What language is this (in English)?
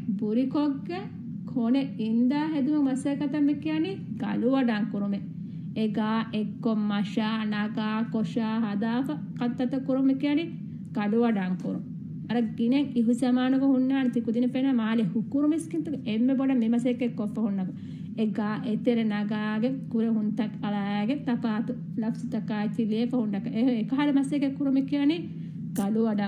Divehi